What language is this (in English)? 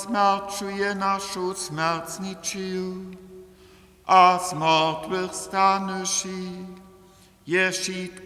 Upper Sorbian